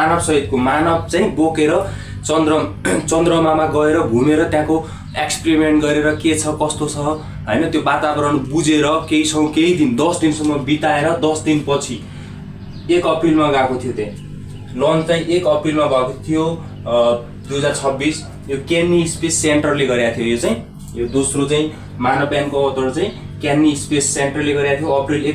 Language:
Nepali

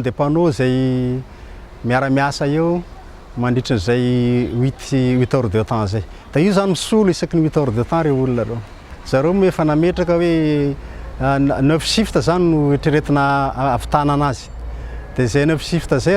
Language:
Malagasy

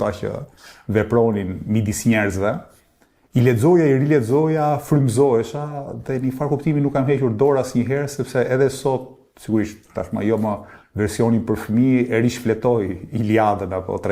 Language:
Albanian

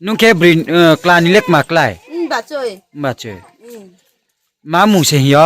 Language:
Riang (India)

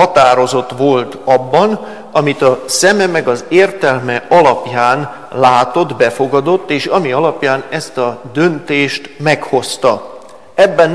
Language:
Hungarian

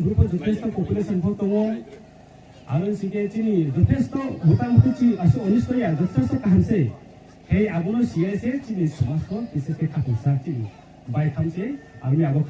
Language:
Riang (India)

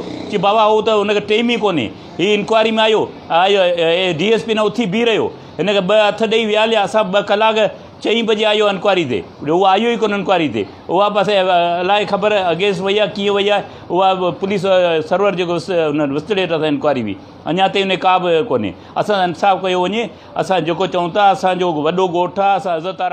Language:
Sindhi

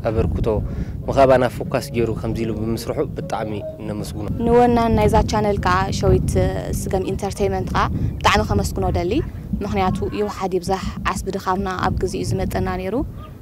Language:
Tigrinya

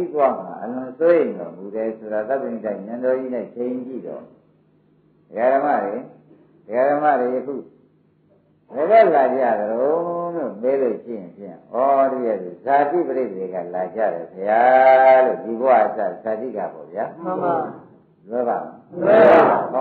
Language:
Burmese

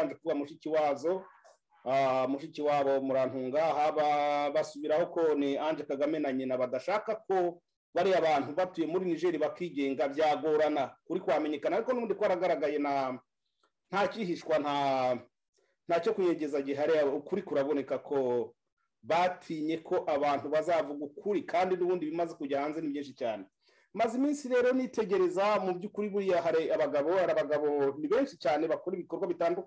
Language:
Kinyarwanda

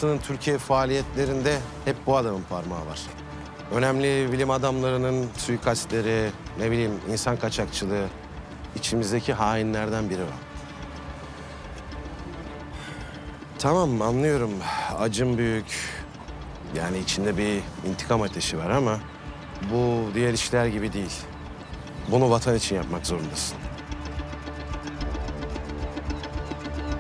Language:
Turkish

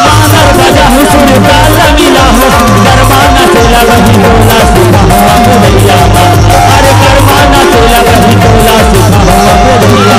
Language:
Chhattisgarhi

